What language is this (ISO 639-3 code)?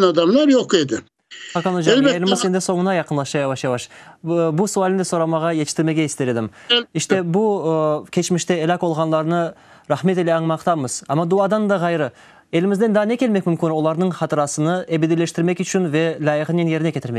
crh